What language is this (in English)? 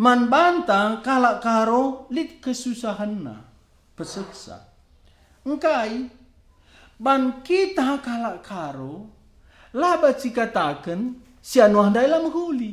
Batak Karo